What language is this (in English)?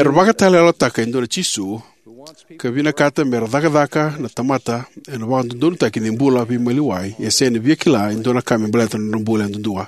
Fijian